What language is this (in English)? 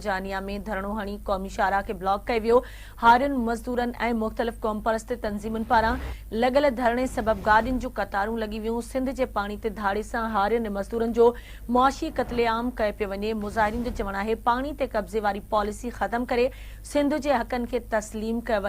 Sindhi